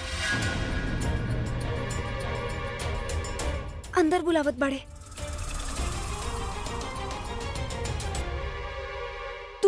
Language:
Bhojpuri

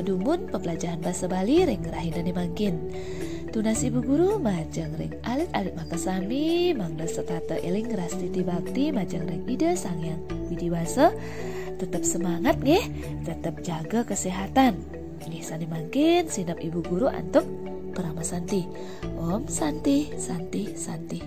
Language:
Balinese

